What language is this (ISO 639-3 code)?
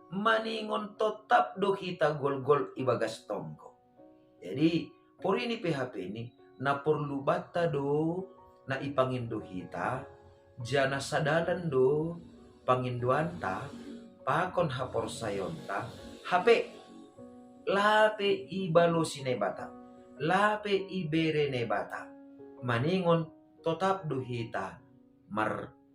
bts